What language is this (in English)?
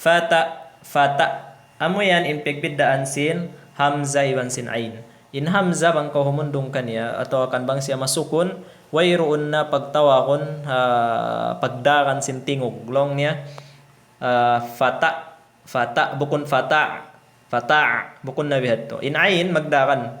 Tausug